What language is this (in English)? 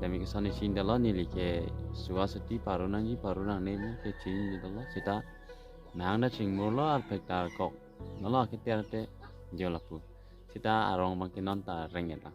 Karbi